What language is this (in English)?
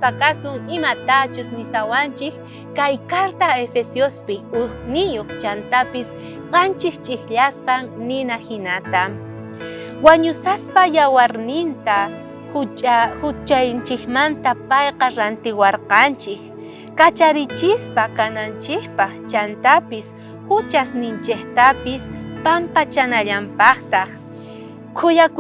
South Bolivian Quechua